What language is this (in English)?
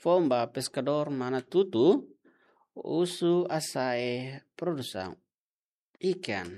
Tetum